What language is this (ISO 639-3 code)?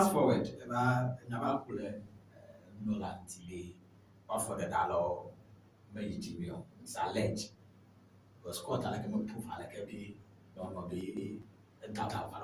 ewe